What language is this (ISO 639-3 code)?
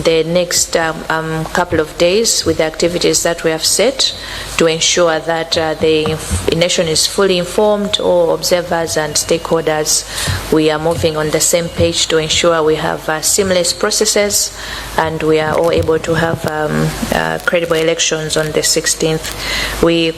nya